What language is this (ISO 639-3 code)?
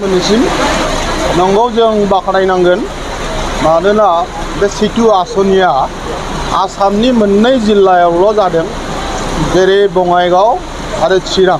brx